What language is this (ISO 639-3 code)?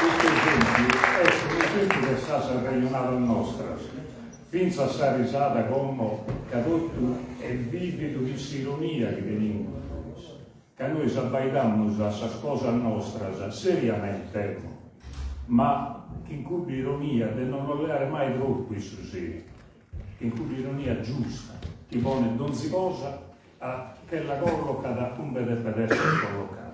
srd